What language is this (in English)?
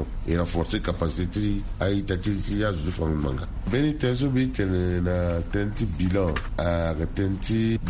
Sango